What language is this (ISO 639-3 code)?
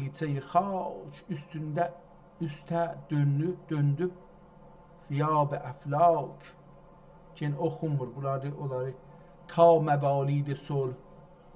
azb